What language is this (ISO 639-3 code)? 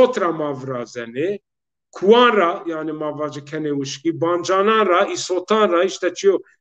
zza